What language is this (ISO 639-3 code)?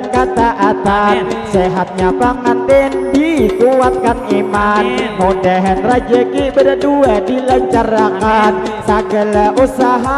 bjn